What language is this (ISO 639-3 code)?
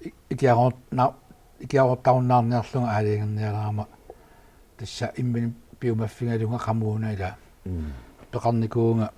kal